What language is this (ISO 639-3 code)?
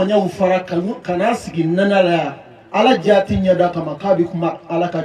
bam